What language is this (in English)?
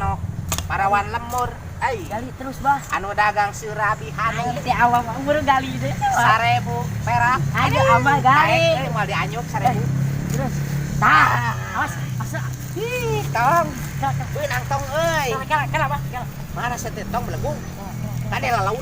Sundanese